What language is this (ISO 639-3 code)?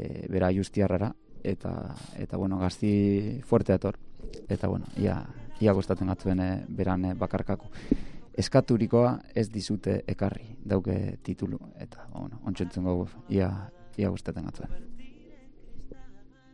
eus